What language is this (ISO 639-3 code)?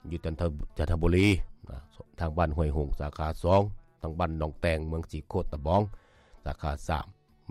lao